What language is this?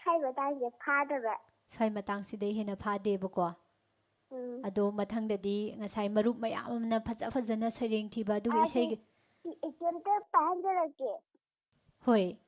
Manipuri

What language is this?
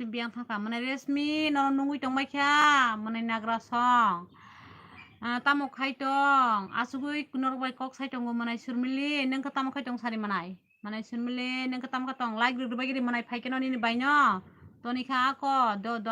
Kok Borok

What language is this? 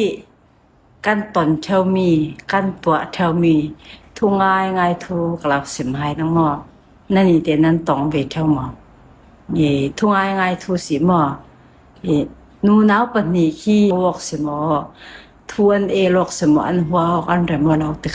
Falam Chin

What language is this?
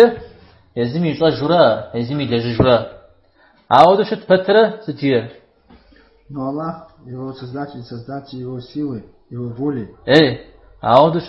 Kabardian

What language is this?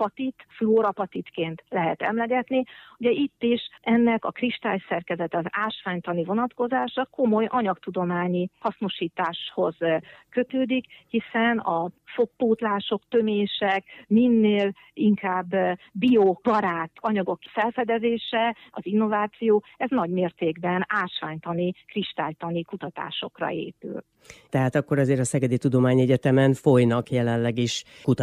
Hungarian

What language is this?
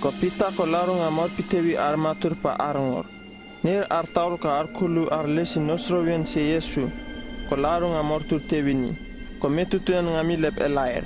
Uripiv-Wala-Rano-Atchin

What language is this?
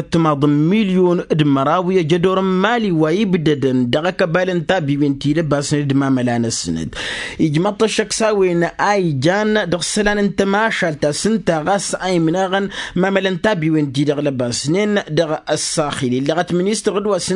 Tamasheq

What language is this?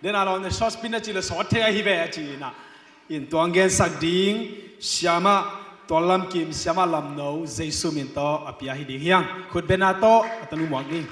Tedim Chin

